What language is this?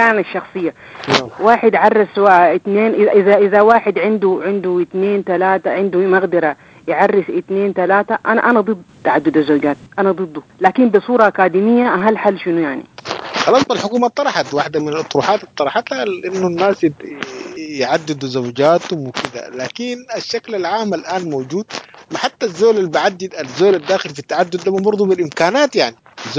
Sudanese Arabic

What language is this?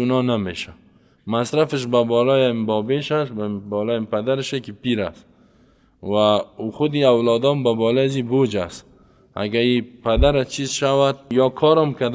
Persian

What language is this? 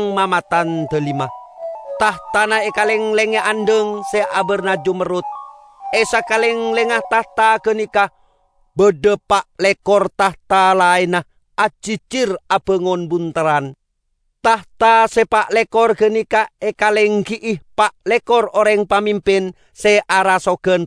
Madurese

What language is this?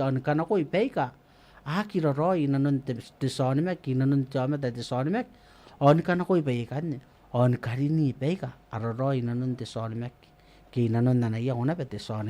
Gilbertese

